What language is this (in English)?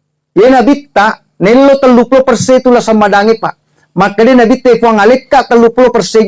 Buginese